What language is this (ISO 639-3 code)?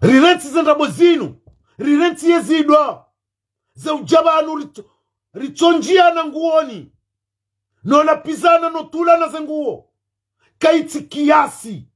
zdj